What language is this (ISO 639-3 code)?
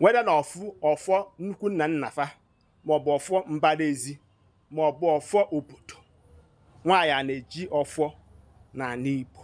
ibo